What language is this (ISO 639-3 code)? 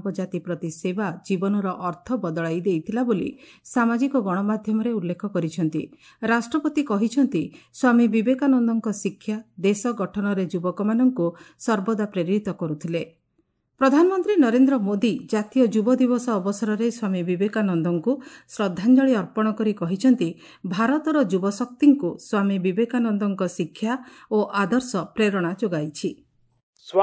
ori